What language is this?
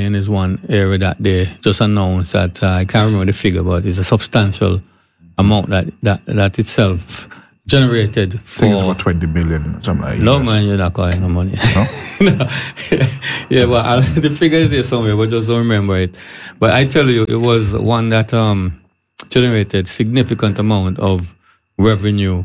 English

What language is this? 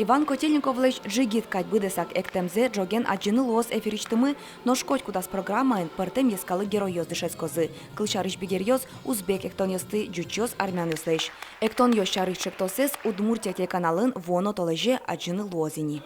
Udmurt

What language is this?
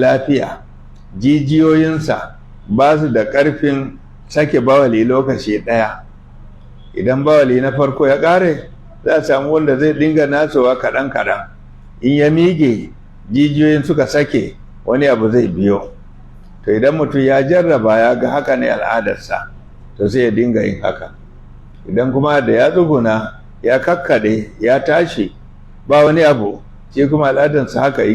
Hausa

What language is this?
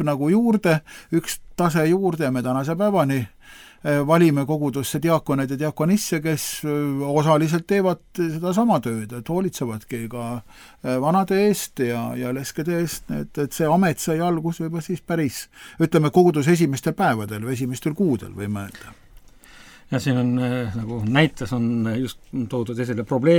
Estonian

